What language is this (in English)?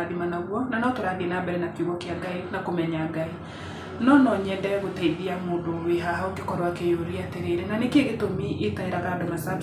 Kikuyu